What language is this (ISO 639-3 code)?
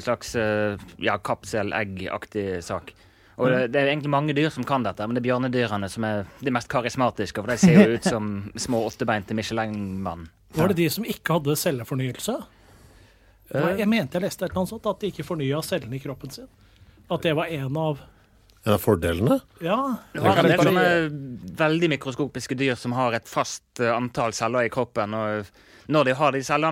nor